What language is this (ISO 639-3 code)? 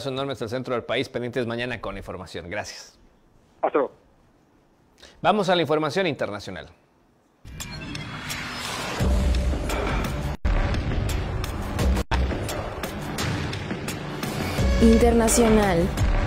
spa